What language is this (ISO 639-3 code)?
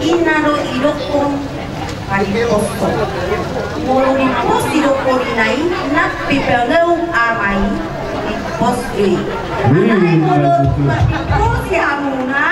bbc